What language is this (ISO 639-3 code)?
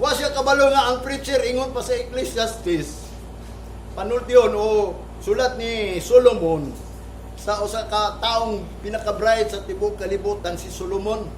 ceb